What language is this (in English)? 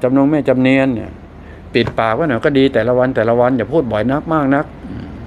Thai